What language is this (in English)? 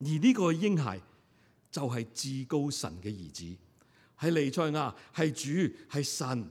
Cantonese